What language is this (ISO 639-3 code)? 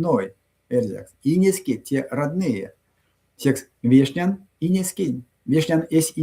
myv